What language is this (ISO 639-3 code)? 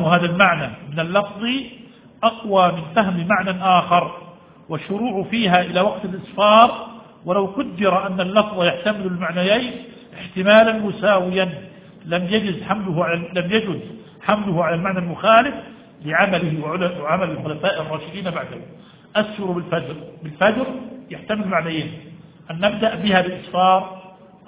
ara